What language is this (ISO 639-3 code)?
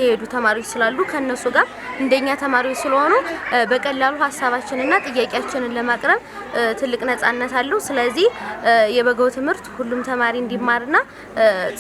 amh